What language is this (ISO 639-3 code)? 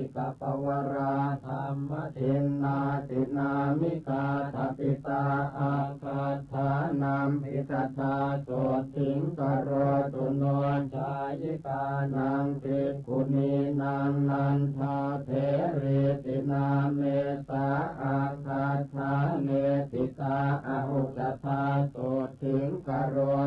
pli